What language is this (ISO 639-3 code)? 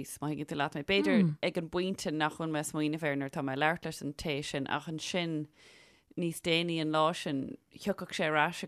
gle